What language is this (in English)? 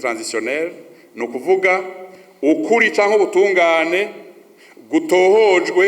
Rundi